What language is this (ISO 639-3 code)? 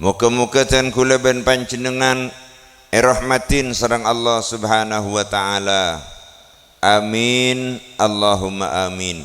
mad